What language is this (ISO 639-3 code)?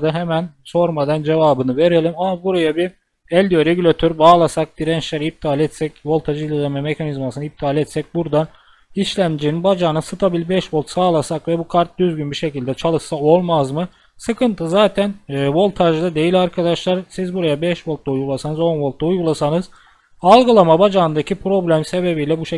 tur